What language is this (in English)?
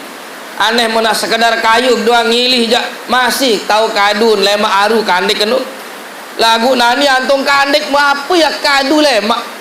Sasak